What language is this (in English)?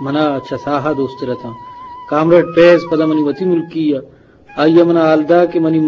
Eastern Balochi